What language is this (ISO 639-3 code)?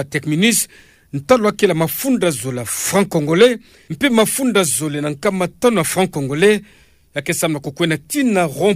ktu